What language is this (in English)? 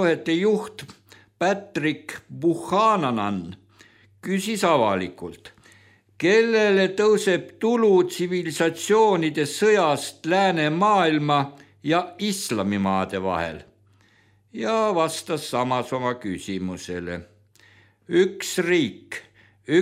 Estonian